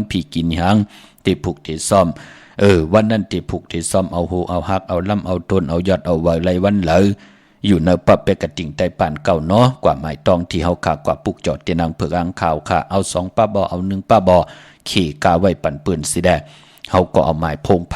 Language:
Shan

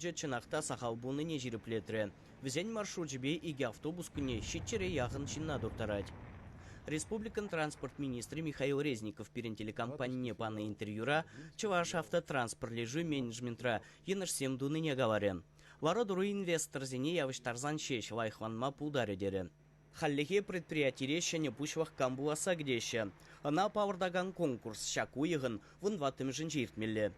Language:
Chuvash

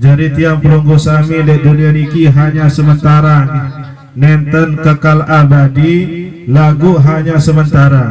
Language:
Sasak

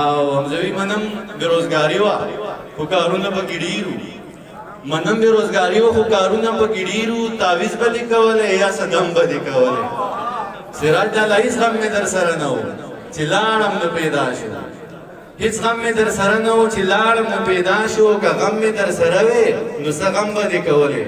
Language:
Pashto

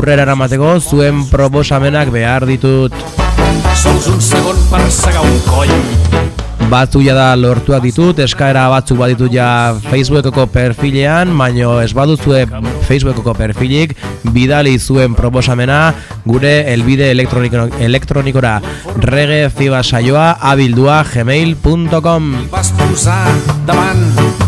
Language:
Basque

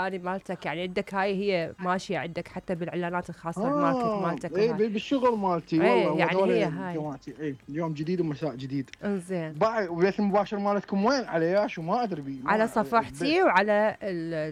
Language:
Mesopotamian Arabic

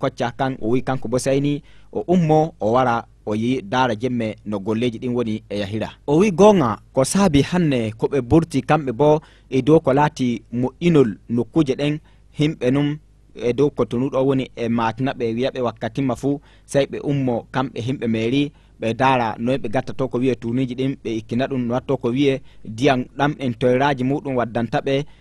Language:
Fula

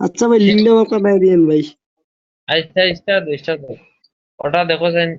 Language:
Sylheti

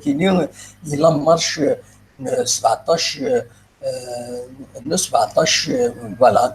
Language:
Kabyle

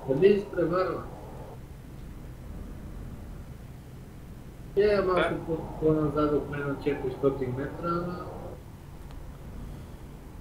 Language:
Bulgarian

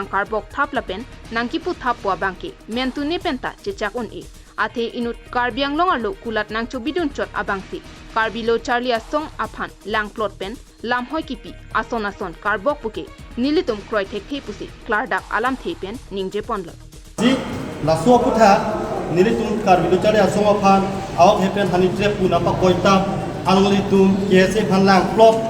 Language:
Karbi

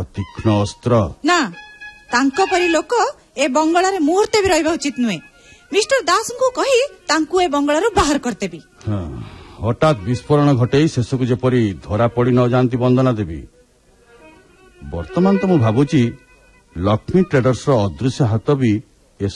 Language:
Odia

